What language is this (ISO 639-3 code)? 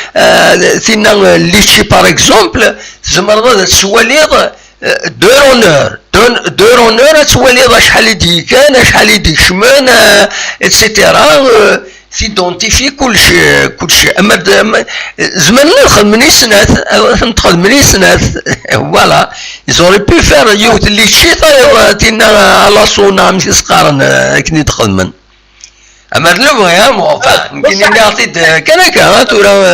kab